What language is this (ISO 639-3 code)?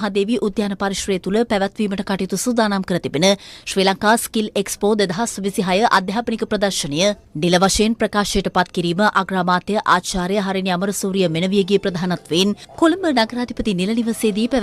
sin